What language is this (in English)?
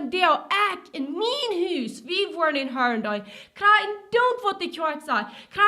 Plautdietsch